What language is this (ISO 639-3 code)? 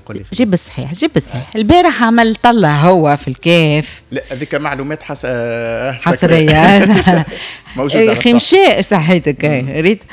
aeb